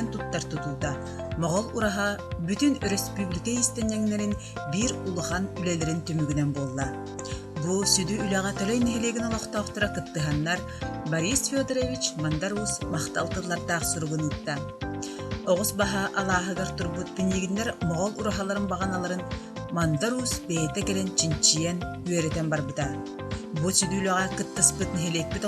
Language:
Yakut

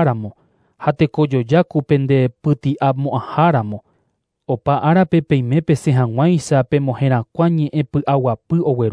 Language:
Guarani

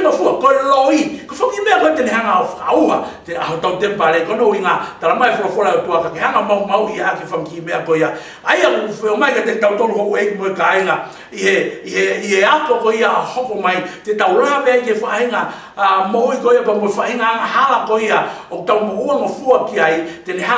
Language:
Tongan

